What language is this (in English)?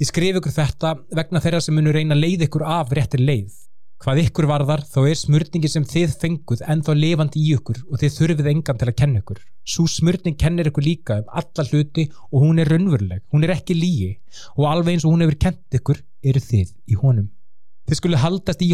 Icelandic